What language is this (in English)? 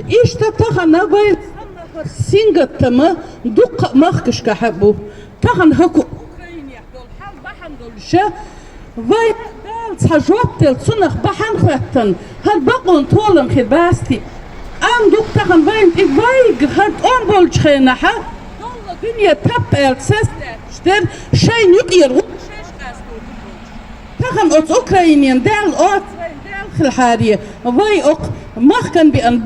Chechen